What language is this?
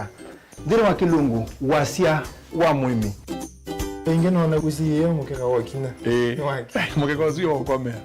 Kamba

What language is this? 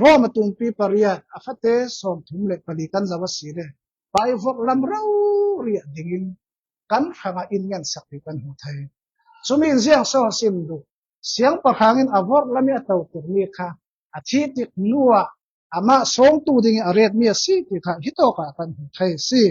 Falam Chin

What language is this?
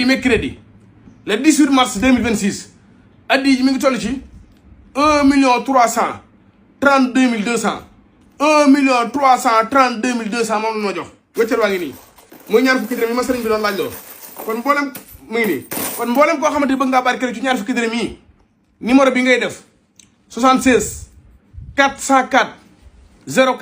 Wolof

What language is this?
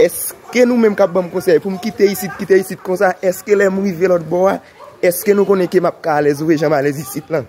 Haitian Creole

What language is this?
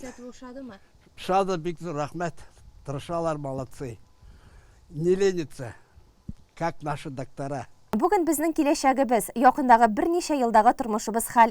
Tatar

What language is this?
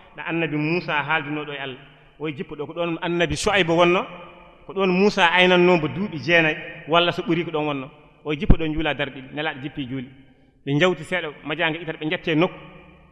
Fula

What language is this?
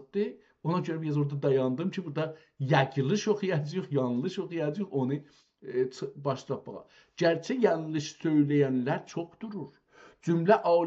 South Azerbaijani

